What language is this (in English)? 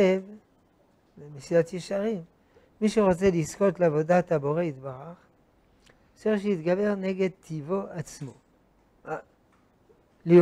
Hebrew